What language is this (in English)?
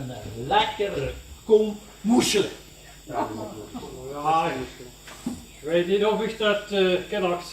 Limburgish